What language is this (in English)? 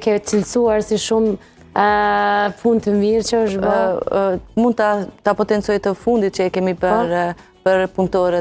Albanian